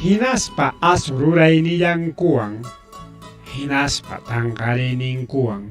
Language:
Ayacucho Quechua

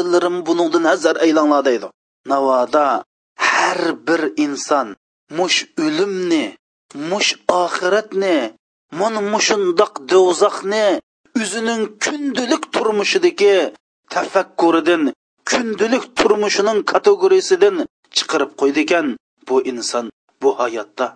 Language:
Uyghur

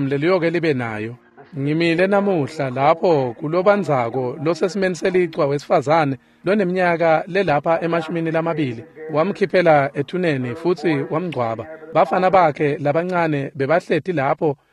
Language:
Swati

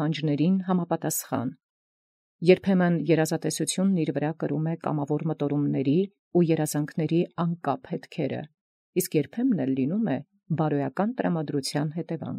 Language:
Armenian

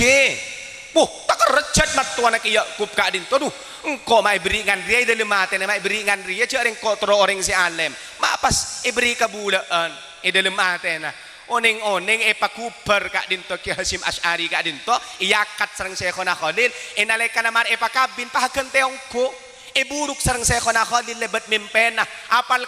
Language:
Madurese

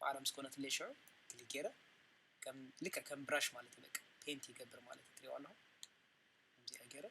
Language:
Tigrinya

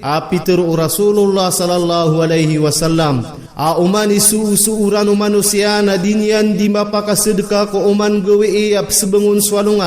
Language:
Maranao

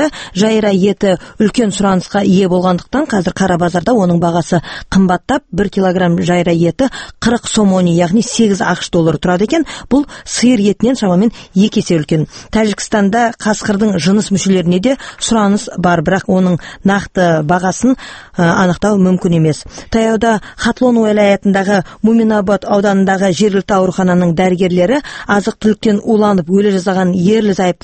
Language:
Kazakh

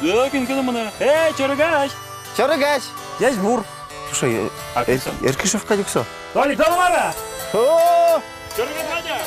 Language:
Udmurt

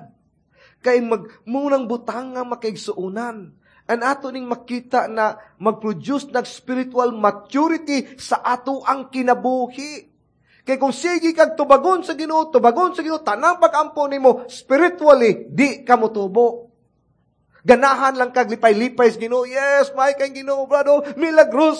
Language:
Cebuano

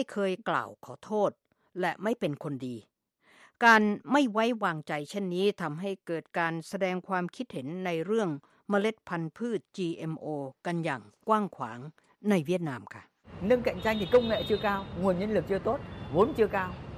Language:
Thai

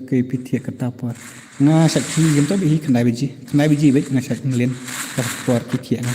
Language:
Khasi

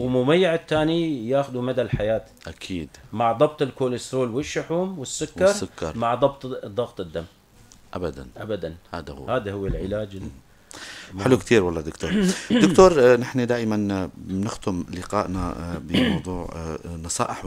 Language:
North Levantine Arabic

